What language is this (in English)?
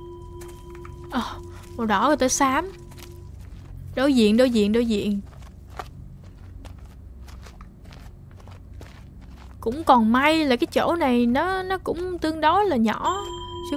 Vietnamese